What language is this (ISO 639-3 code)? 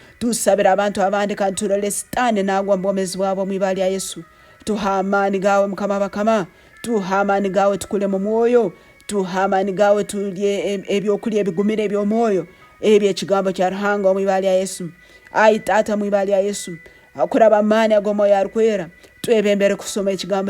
nyo